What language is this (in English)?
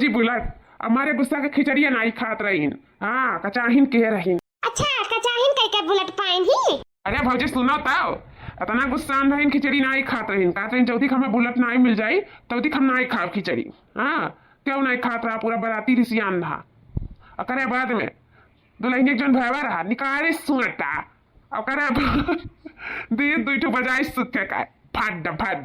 Awadhi